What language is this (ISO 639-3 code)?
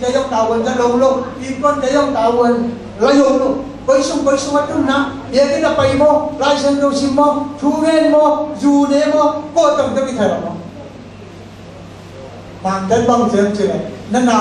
vie